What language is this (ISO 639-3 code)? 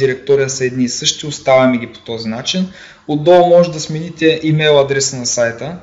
bul